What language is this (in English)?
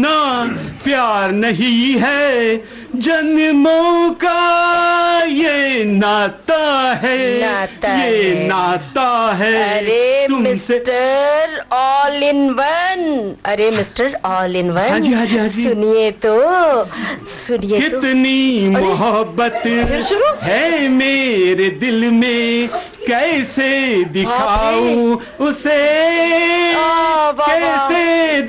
Hindi